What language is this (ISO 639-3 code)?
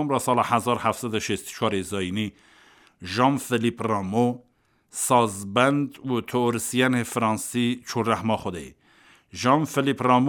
kur